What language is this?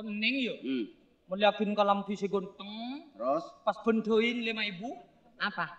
Madurese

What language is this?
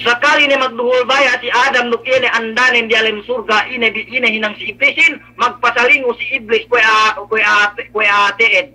Yakan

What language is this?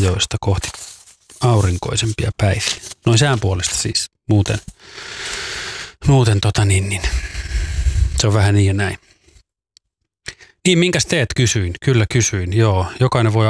Finnish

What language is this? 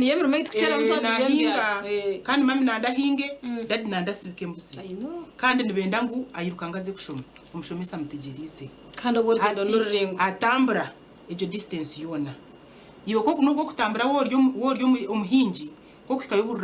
Nyankole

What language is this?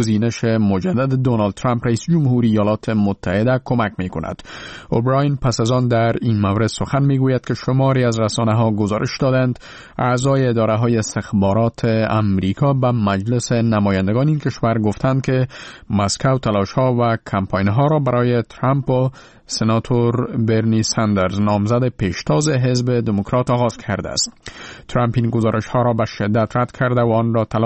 Persian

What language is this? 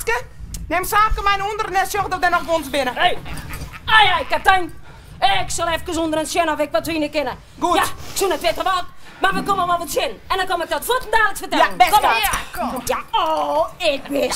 Western Frisian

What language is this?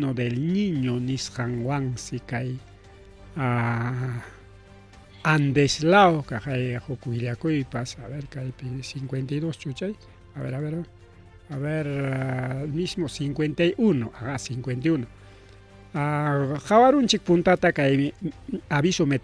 Ayacucho Quechua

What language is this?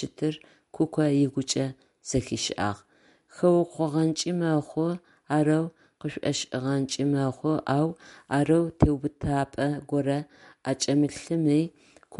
Adyghe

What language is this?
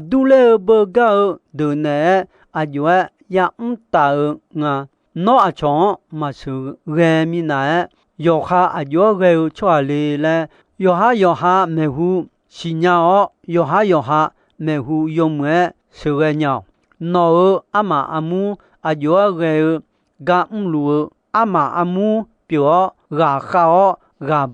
Akha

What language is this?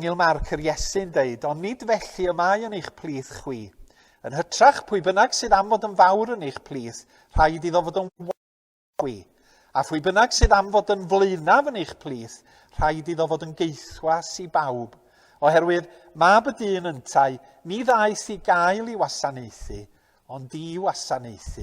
Welsh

